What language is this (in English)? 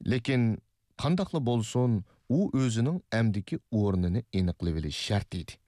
Uyghur